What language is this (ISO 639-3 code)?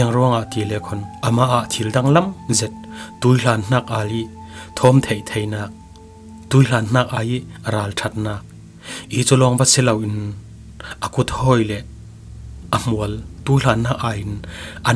cfm